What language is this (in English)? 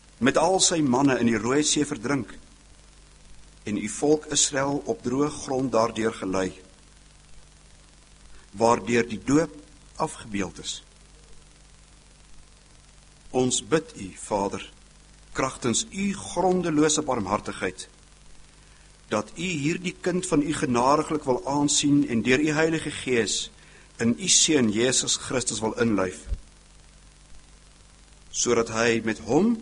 Afrikaans